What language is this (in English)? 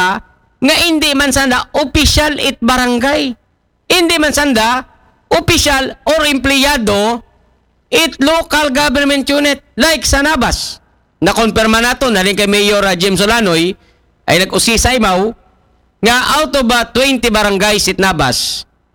Aklanon